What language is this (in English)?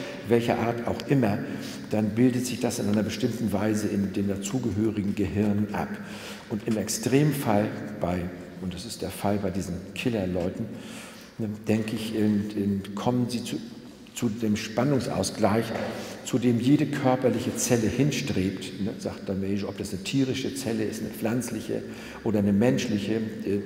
German